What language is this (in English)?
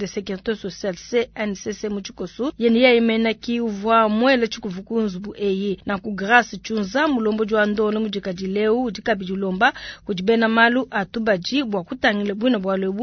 Luba-Lulua